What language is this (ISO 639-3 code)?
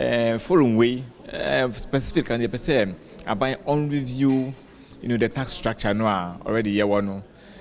aka